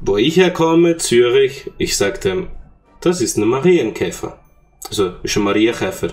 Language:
Swiss German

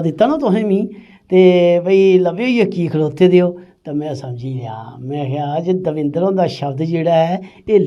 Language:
Dogri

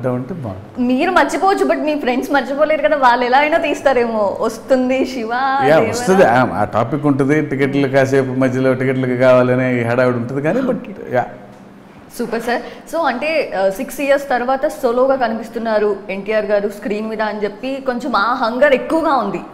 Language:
Telugu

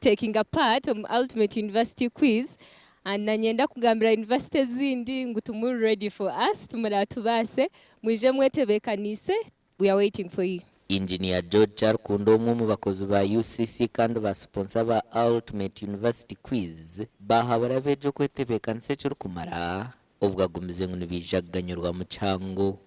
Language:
Nyankole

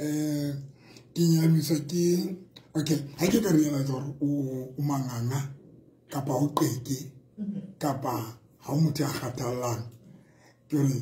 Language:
Southern Sotho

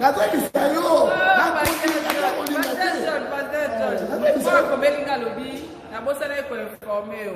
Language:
Lingala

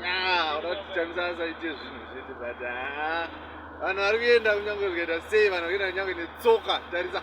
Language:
Shona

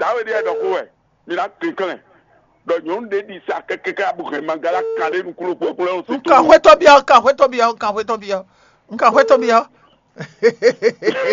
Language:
Fon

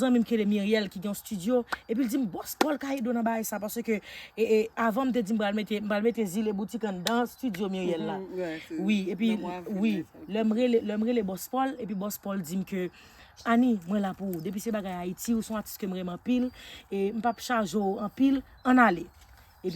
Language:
Haitian Creole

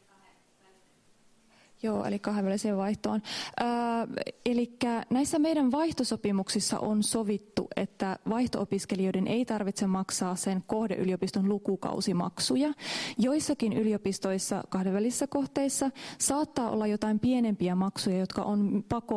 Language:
Finnish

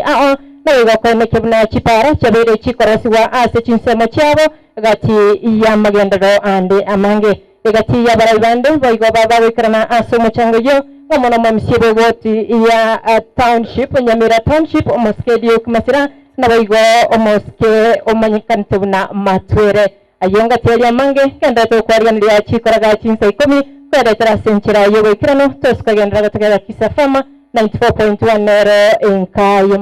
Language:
Gusii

